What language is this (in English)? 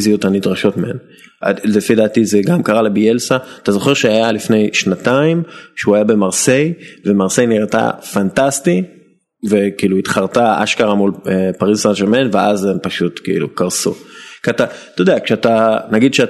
Hebrew